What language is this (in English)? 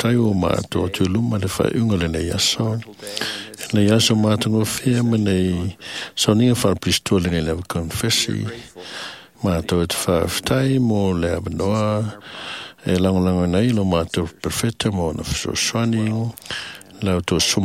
Samoan